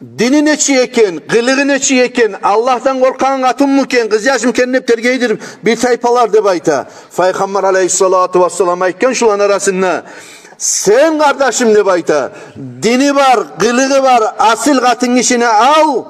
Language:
Kumyk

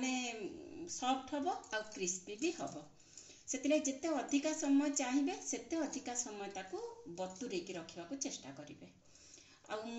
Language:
Odia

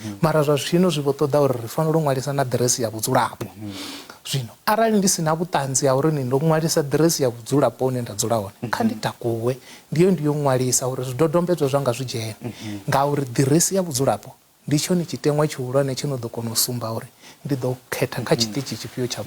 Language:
Venda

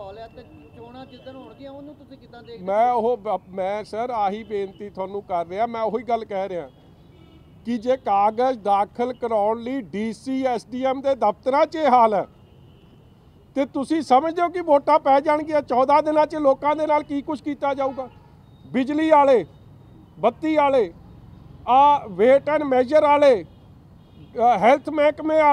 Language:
Punjabi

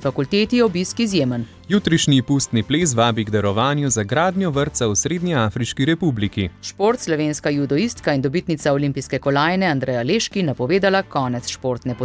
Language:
Slovenian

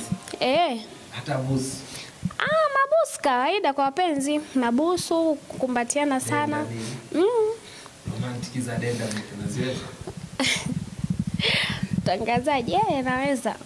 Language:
Swahili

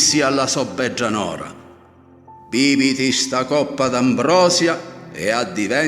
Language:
Sicilian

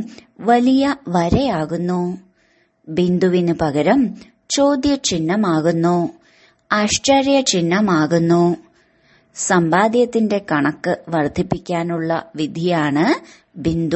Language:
Malayalam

